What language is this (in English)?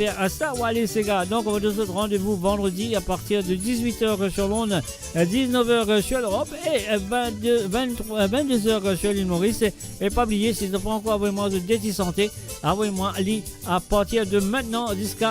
Morisyen